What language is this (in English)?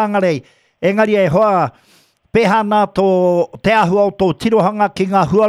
Māori